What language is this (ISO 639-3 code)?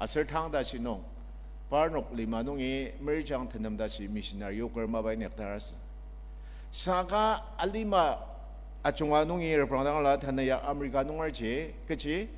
njo